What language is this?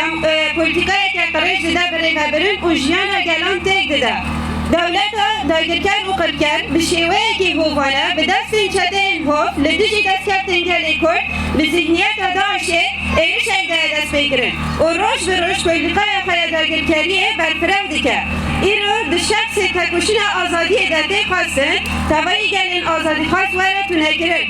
Kurdish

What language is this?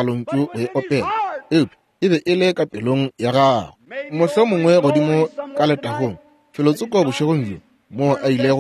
Northern Sotho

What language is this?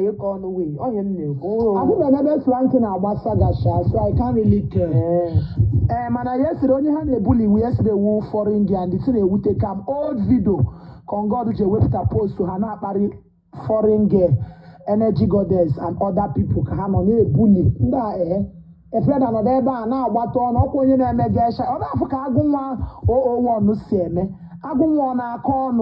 Igbo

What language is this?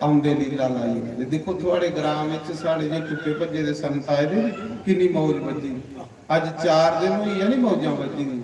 Dogri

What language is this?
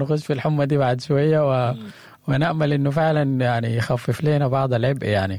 Sudanese Arabic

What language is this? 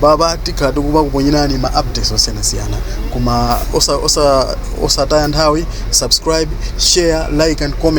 Nyanja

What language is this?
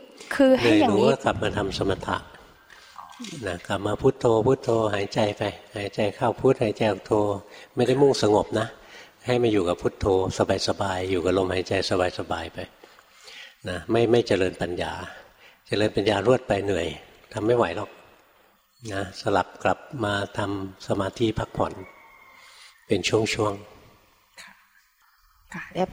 Thai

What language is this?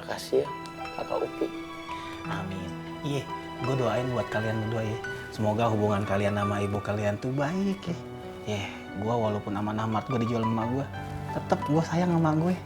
Betawi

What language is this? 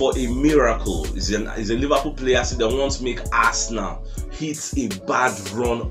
Nigerian Pidgin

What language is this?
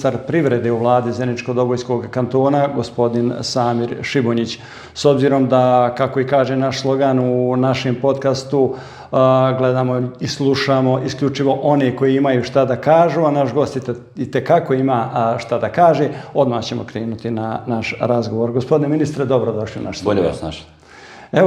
Bosnian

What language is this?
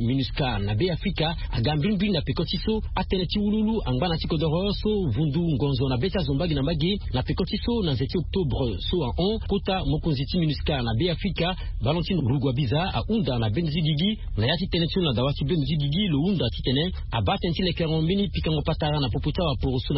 Sango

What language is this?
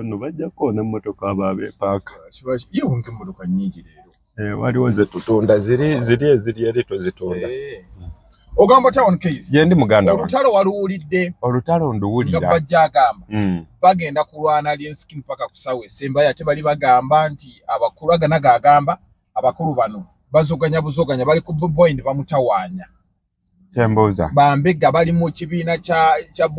Ganda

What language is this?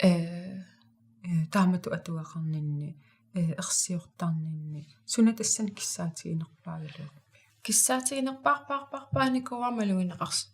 Kalaallisut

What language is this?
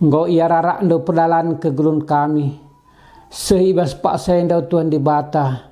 Batak Karo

